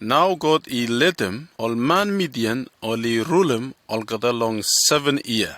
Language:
Bislama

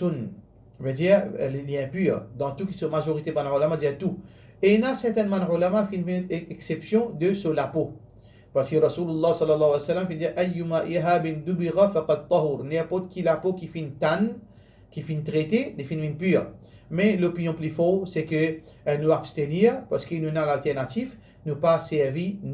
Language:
Morisyen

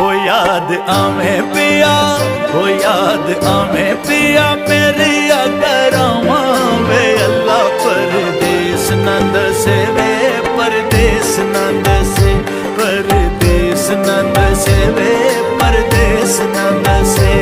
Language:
Pahari-Potwari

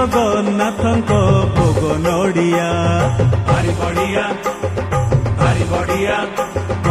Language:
Odia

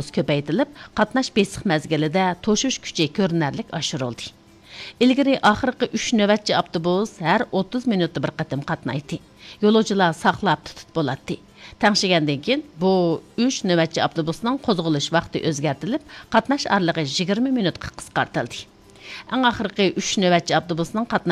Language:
Uyghur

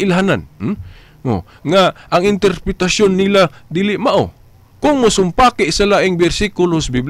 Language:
Cebuano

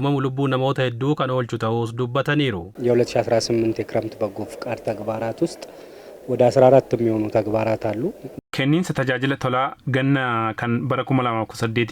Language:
Oromo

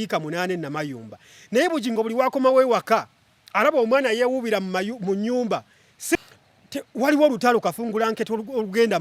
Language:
Ganda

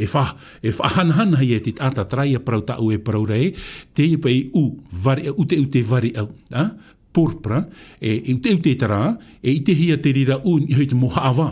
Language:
Tahitian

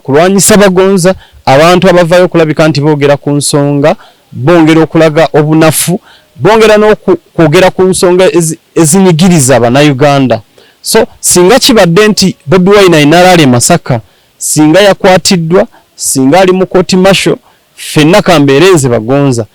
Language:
Ganda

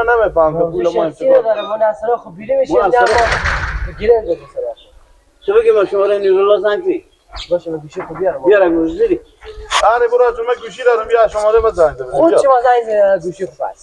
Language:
Persian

